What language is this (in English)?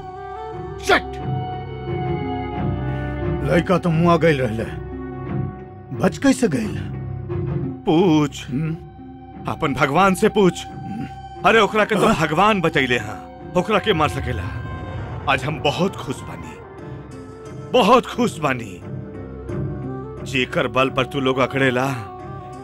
Bhojpuri